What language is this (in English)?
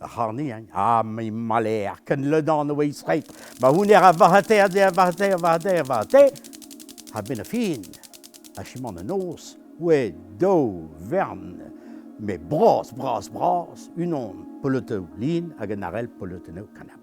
Breton